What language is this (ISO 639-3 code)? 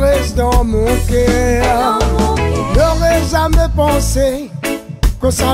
rcf